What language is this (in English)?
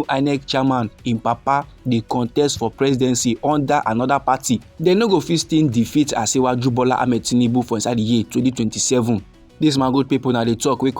Nigerian Pidgin